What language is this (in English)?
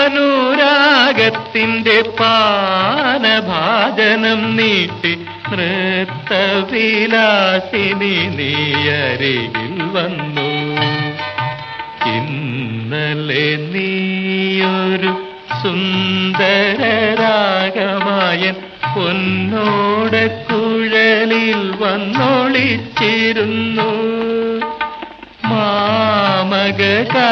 Malayalam